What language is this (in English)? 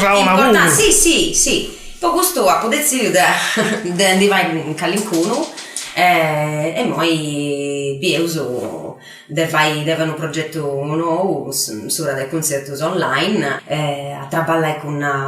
Sardinian